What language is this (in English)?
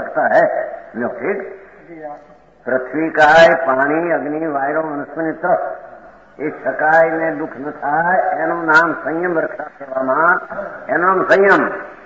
Gujarati